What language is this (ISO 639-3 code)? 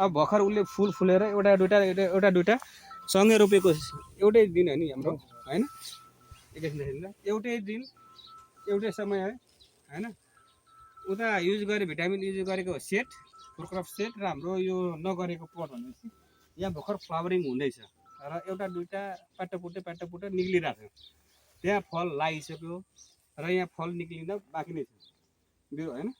nep